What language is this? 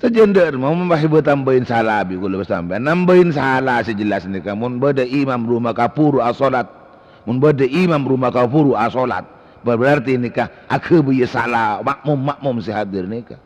Madurese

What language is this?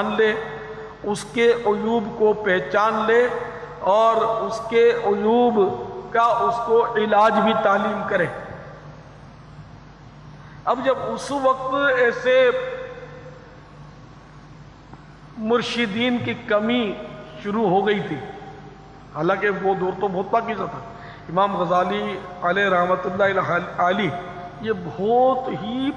Urdu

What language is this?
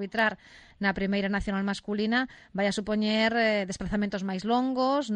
Galician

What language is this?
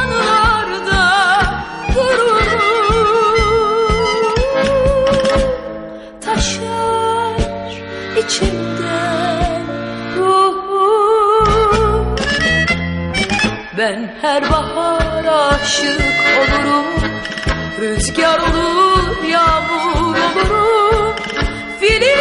Turkish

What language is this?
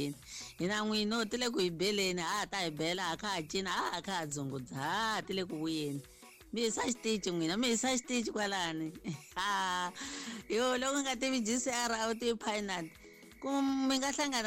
Tsonga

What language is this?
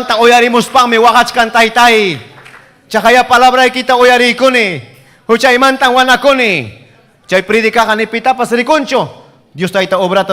Ayacucho Quechua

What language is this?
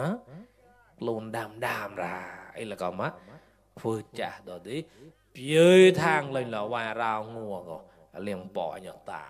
Mon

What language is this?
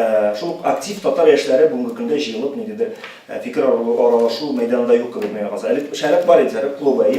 Tatar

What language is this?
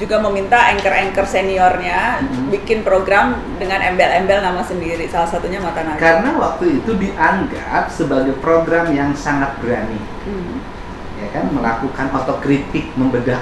Indonesian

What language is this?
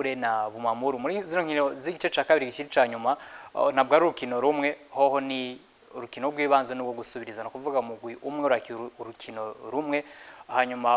Rundi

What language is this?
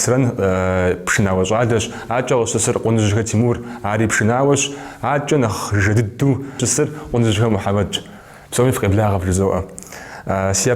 Kabardian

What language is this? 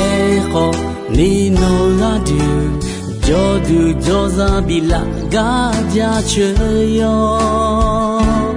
Akha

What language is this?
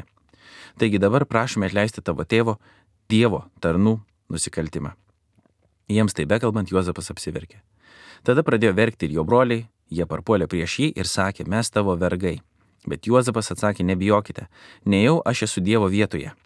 Lithuanian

